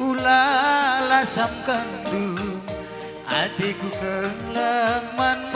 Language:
Batak Karo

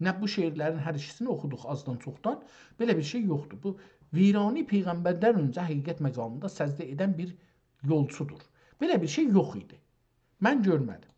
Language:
South Azerbaijani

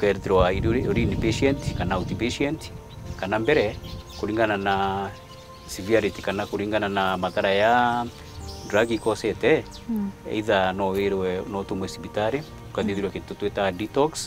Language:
Meru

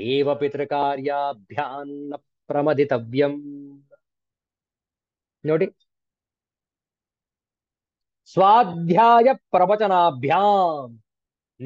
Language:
Kannada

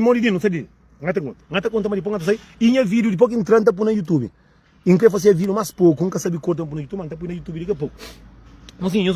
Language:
Kabuverdianu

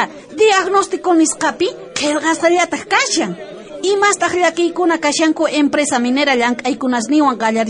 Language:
South Bolivian Quechua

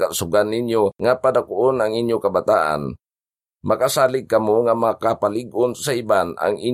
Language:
Hiligaynon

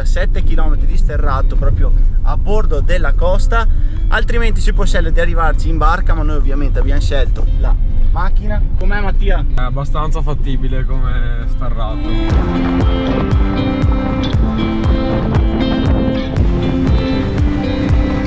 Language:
Italian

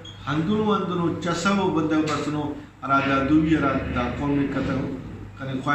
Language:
Brahui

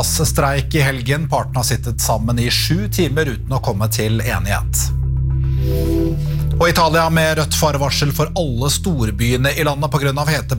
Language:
Norwegian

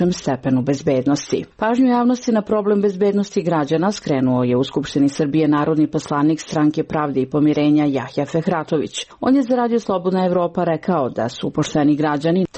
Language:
Serbian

